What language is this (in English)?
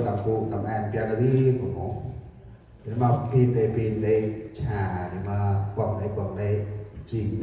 Central Mnong